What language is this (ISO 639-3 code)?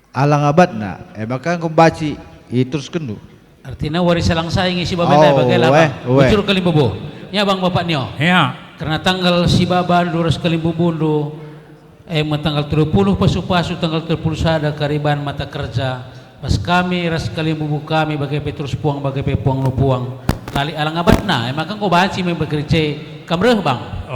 btx